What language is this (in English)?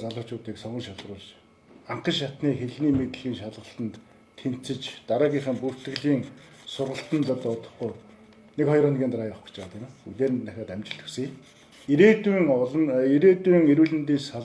Mongolian